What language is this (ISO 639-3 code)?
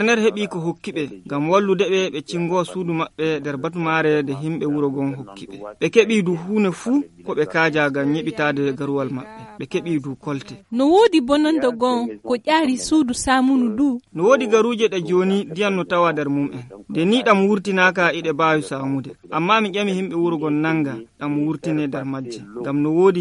fuv